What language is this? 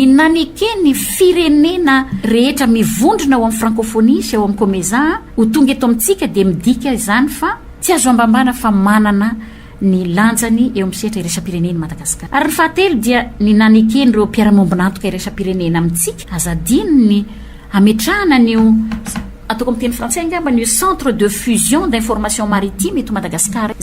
Malagasy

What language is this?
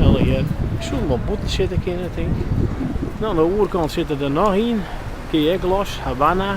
Western Frisian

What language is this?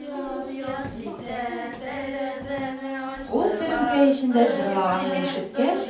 Tatar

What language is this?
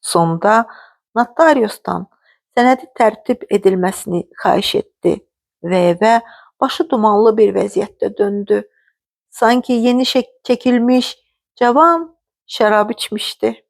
Azerbaijani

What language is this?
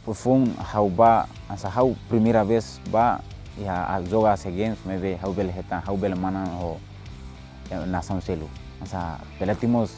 Tetum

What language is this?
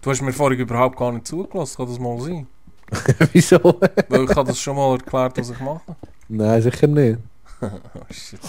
Swiss German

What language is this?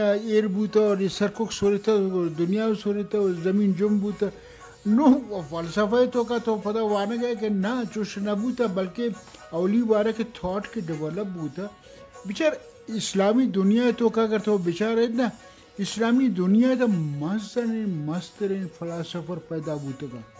Eastern Balochi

